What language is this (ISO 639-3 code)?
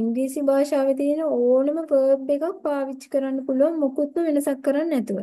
sin